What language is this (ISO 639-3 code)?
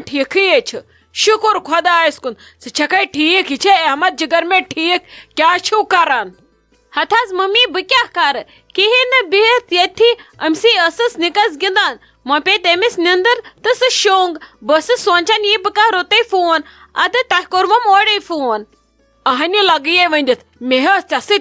kas